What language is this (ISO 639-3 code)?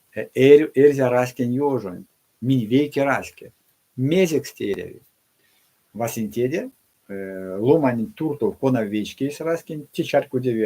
myv